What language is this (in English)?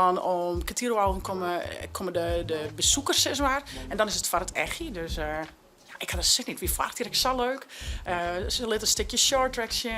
Western Frisian